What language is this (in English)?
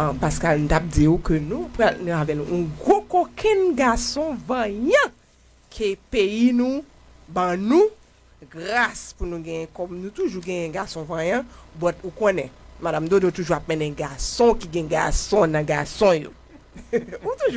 Haitian Creole